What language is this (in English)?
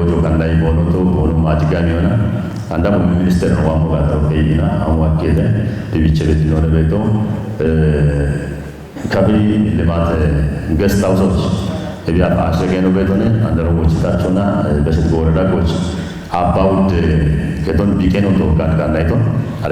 Kafa